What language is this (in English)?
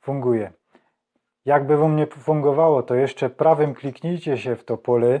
Silesian